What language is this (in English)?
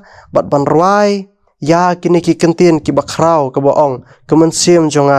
Khasi